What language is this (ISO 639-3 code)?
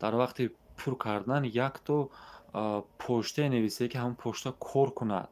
tgk